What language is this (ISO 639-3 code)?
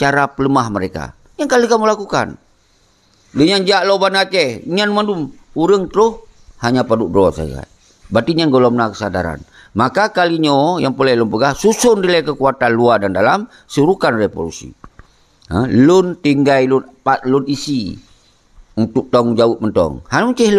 ace